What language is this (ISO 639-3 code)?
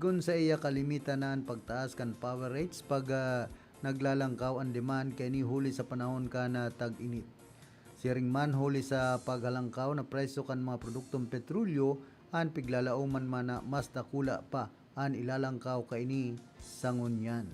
bik